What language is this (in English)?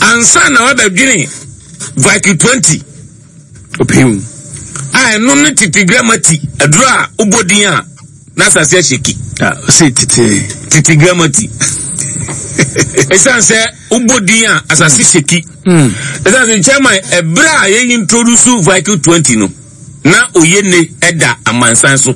Akan